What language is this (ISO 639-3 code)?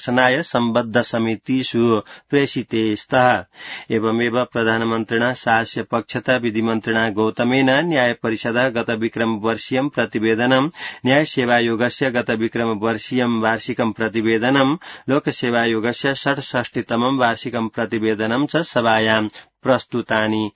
san